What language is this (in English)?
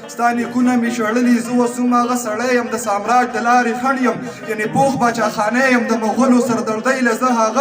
Pashto